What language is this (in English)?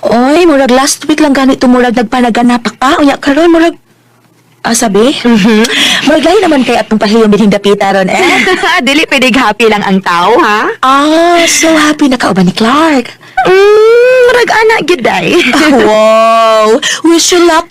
Cebuano